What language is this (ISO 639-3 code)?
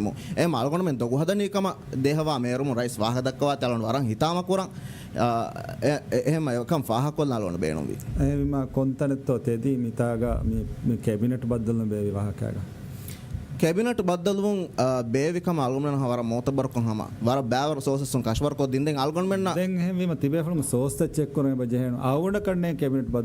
div